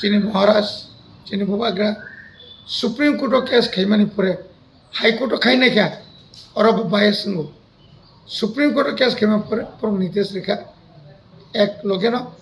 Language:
Kok Borok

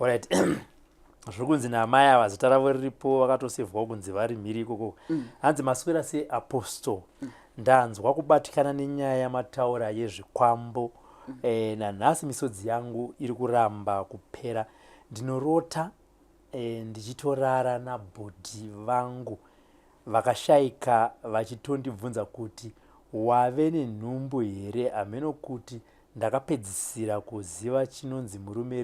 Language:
Shona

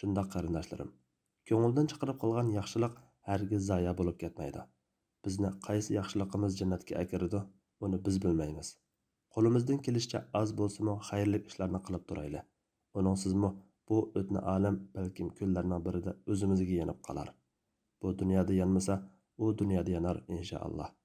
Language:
Uyghur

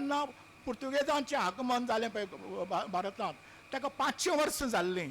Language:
Konkani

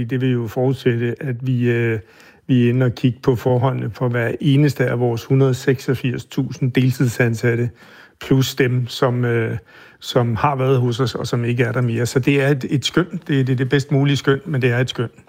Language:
Danish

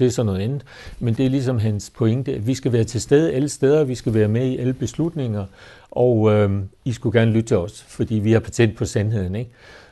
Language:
Danish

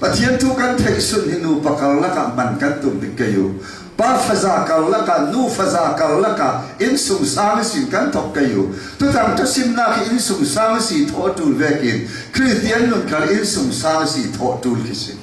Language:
Falam Chin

